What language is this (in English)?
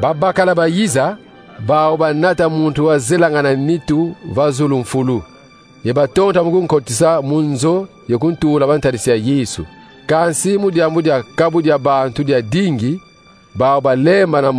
Kongo